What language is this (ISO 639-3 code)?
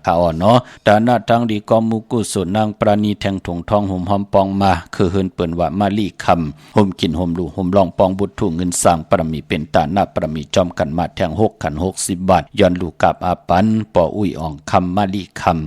shn